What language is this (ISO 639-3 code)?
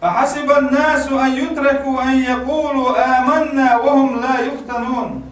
che